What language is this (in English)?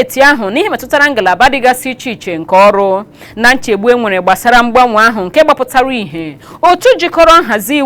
Igbo